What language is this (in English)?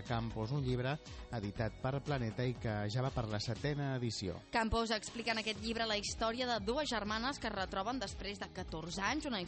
Catalan